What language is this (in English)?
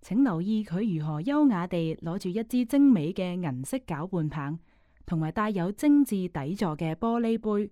Cantonese